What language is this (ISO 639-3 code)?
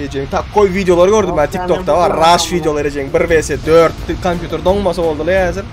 tuk